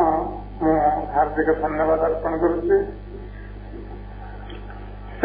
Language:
Odia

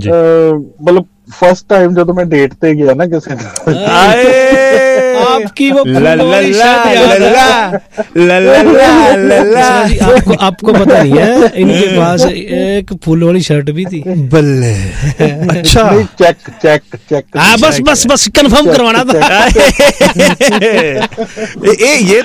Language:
Punjabi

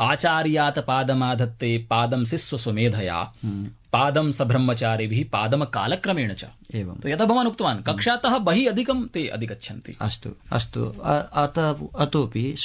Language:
Sanskrit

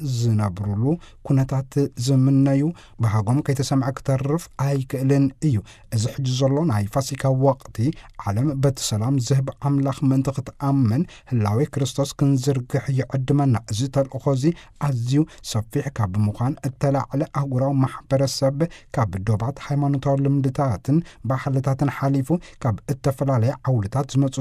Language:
Tigrinya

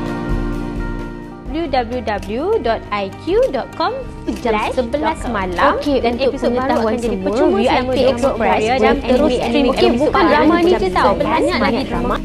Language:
Malay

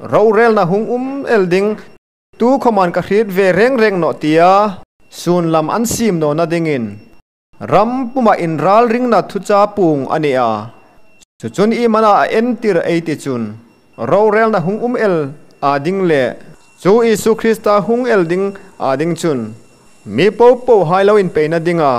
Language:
Hmar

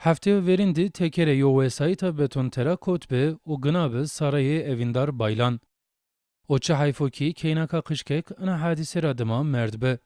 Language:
Zaza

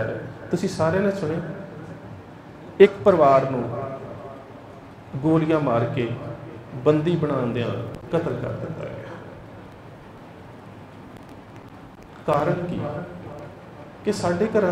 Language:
Punjabi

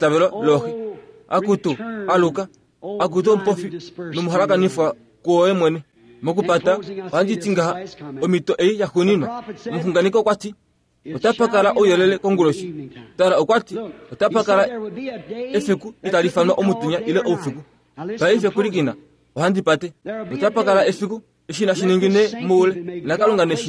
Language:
Kuanyama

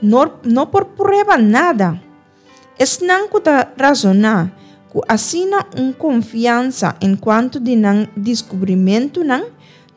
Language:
Papiamento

